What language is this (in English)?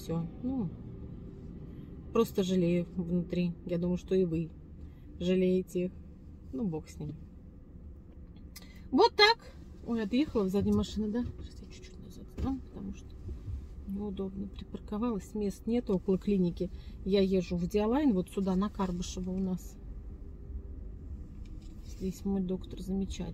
Russian